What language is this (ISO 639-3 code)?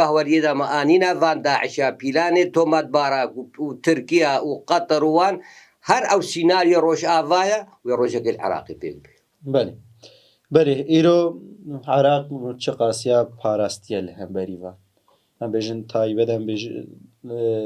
kur